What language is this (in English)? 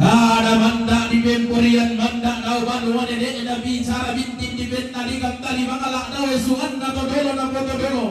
Toraja-Sa'dan